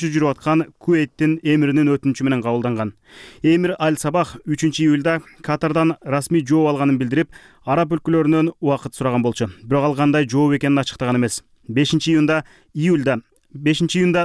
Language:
Kyrgyz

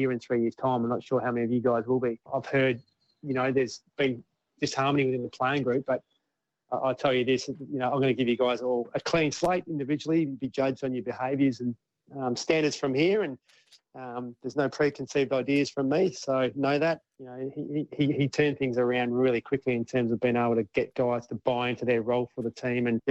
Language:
English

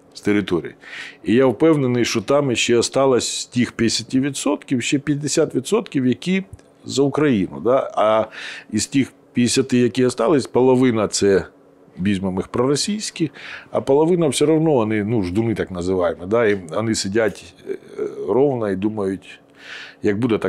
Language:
Ukrainian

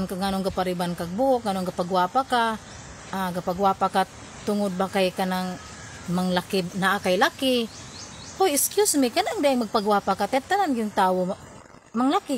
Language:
Cebuano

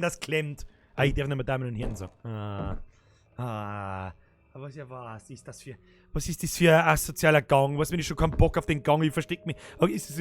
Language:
Bavarian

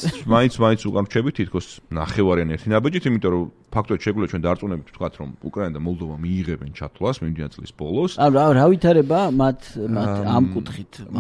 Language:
Georgian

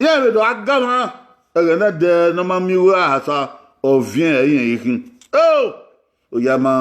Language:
Bini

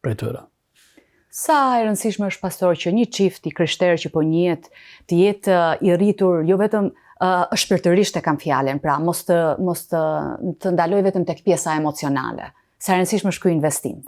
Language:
Albanian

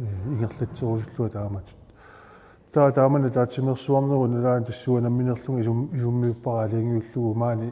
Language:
Kalaallisut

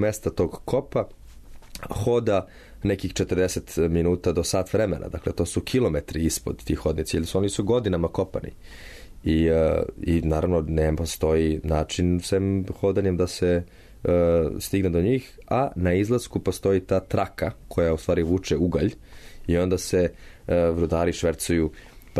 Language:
Serbian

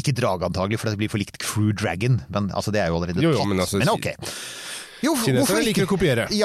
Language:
Norwegian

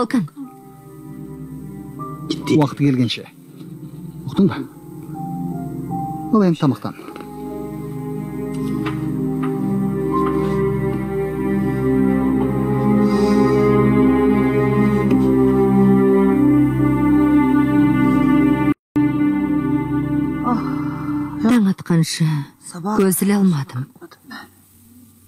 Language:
Kazakh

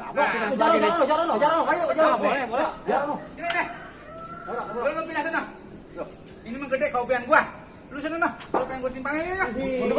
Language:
Betawi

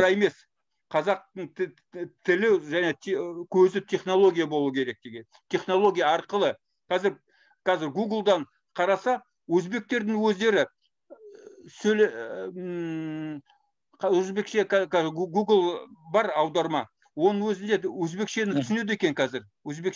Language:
Kazakh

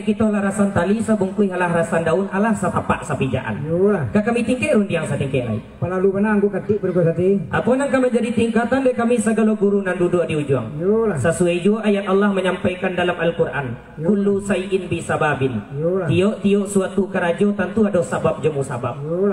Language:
Minangkabau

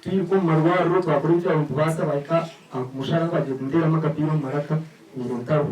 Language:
Nyankole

